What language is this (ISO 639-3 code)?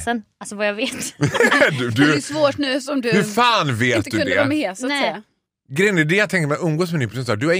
swe